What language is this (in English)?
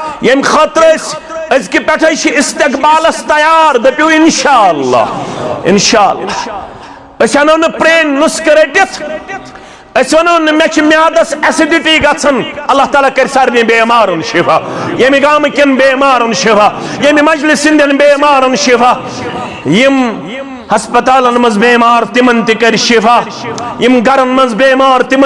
Kashmiri